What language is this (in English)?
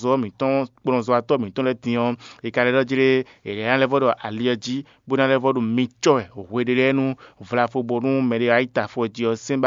Fon